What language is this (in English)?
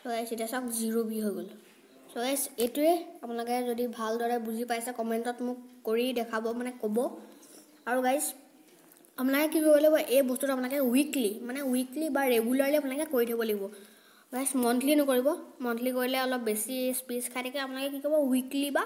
Assamese